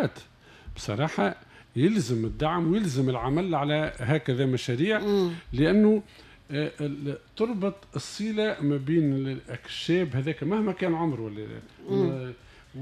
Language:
Tunisian Arabic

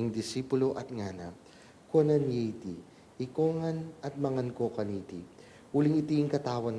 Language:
Pampanga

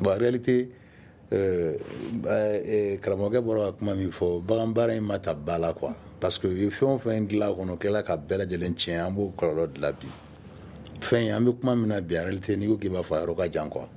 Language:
Bambara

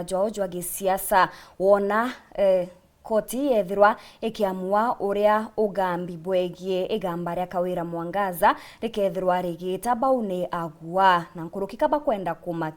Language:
Meru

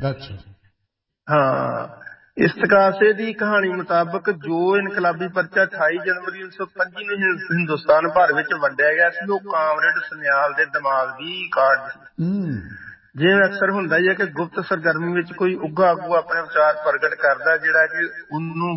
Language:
Punjabi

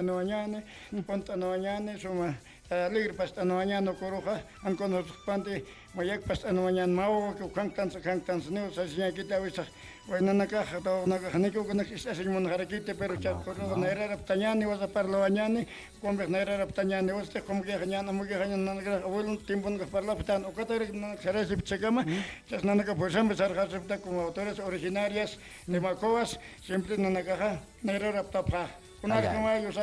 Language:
Aymara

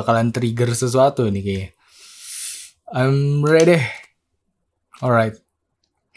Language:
Indonesian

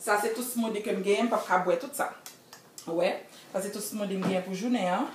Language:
Haitian Creole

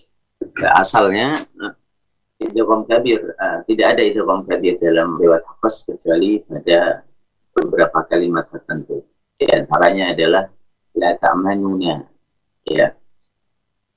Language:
Indonesian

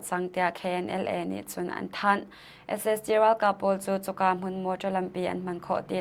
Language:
Hakha Chin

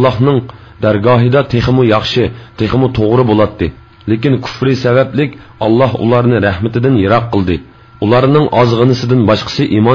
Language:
Uyghur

